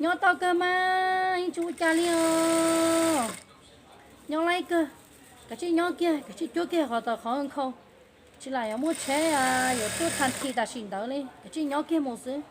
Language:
Hmong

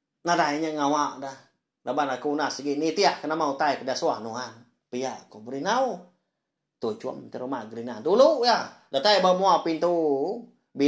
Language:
Iban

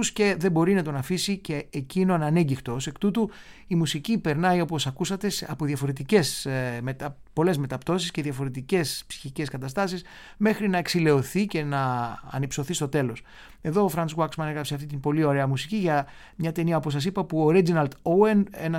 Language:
Greek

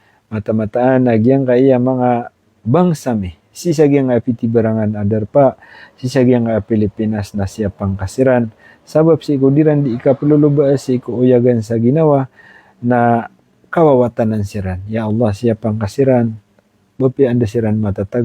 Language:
Maranao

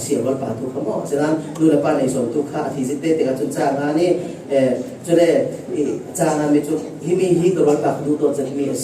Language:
Falam Chin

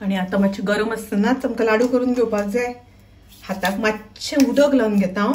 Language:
Konkani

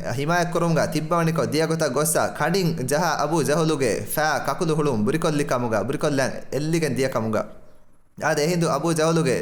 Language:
Divehi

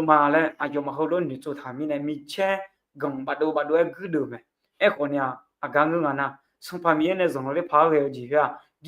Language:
Akha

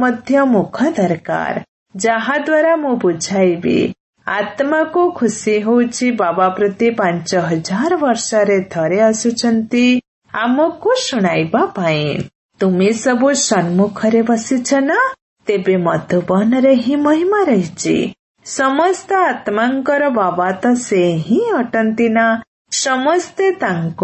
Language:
Odia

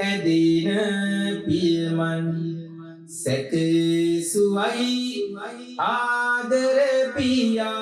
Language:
Sinhala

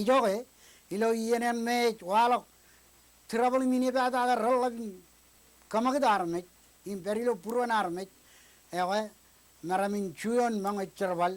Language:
Marshallese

